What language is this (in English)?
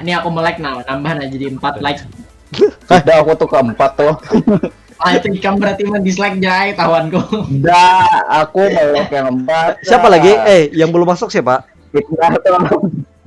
Banjar